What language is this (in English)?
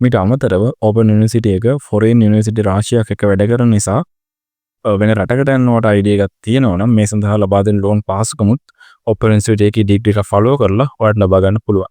Sinhala